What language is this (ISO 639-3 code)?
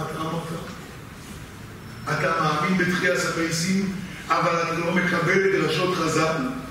heb